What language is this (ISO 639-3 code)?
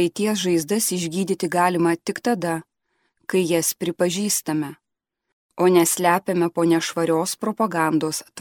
lit